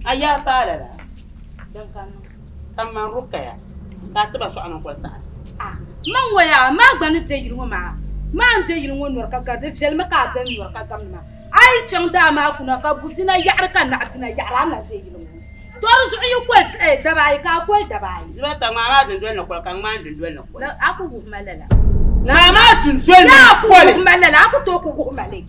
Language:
Dagbani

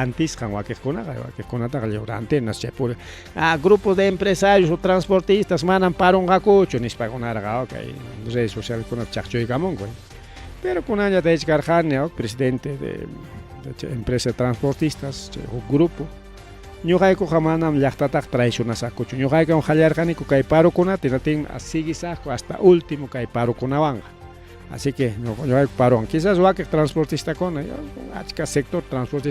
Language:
Ayacucho Quechua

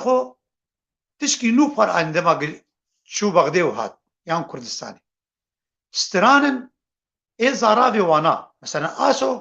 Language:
Kurdish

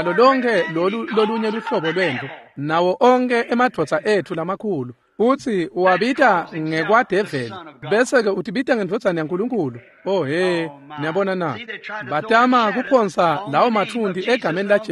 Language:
Swati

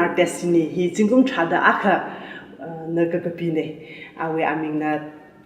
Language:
Tangkhul Naga (India)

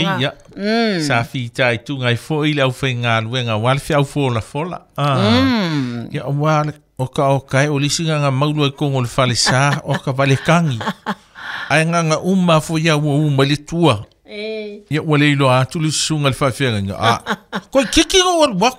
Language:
Samoan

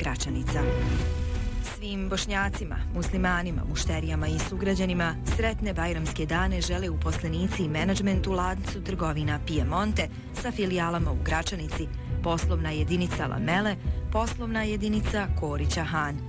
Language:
Bosnian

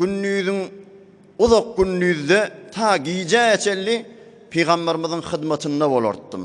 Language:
Turkmen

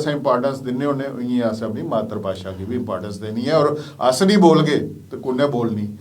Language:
Dogri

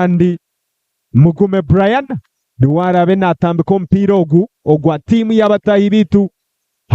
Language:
Nyankole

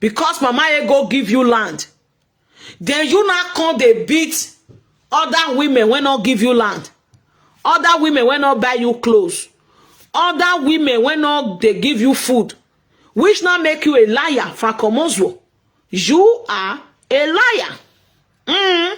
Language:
Nigerian Pidgin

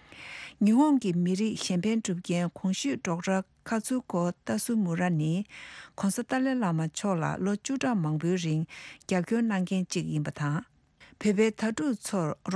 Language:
Tibetan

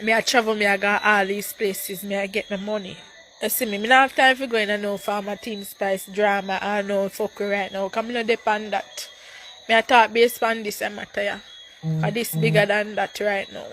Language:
Jamaican Creole English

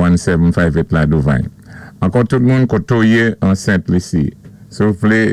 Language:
Saint Lucian Creole French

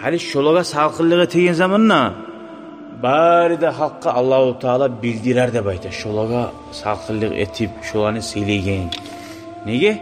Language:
Kumyk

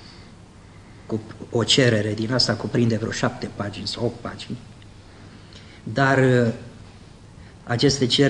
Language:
Romanian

